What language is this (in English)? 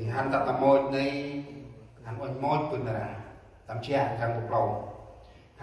Central Mnong